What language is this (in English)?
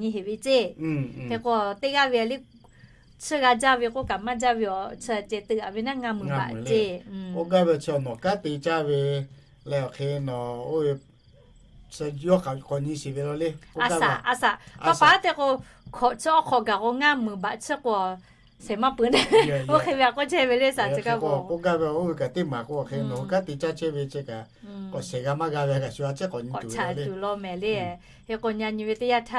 Lahu